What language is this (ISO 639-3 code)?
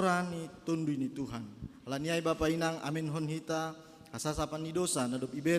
bts